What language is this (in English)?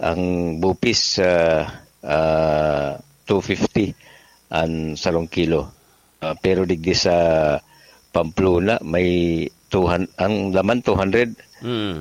Bikol